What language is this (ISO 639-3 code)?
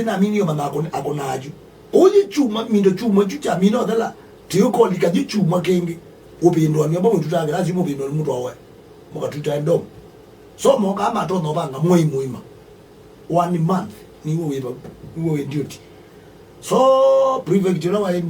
kam